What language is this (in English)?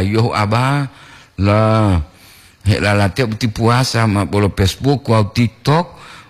Gorontalo